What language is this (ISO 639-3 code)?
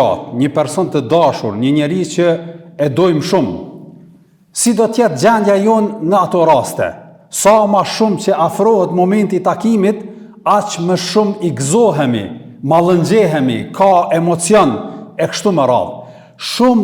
sqi